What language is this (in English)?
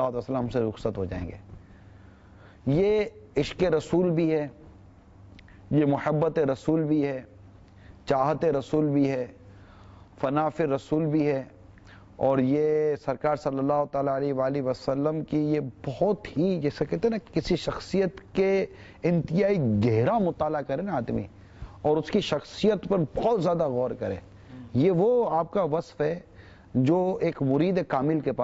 Urdu